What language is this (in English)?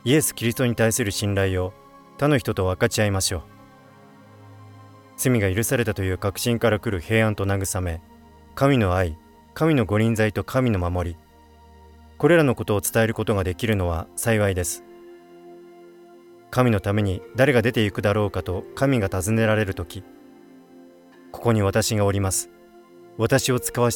Japanese